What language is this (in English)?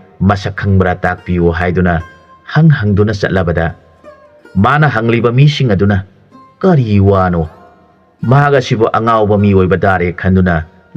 Manipuri